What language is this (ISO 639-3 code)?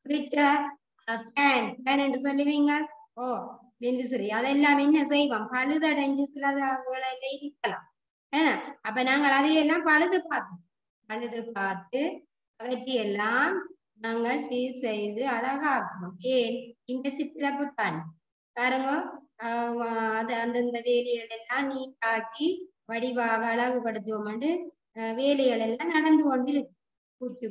tam